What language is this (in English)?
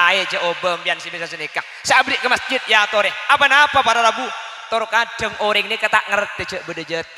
Madurese